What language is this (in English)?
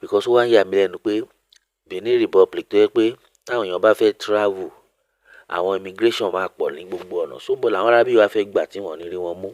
Yoruba